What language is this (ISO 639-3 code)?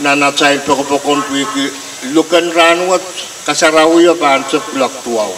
pon